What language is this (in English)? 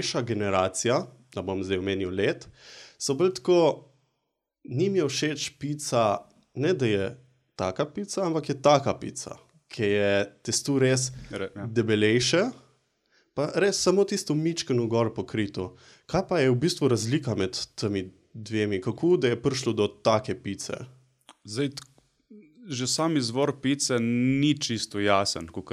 Slovenian